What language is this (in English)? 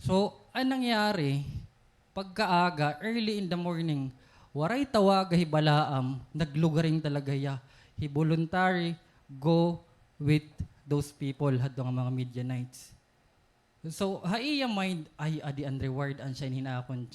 Waray